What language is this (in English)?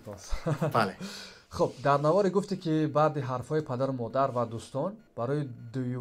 Tajik